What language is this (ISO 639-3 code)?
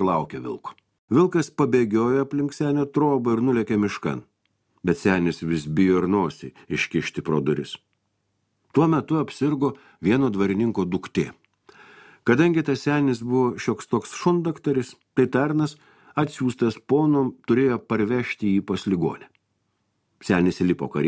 lit